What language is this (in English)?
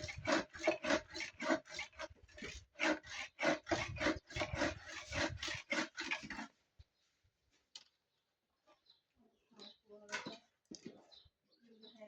Northeastern Thai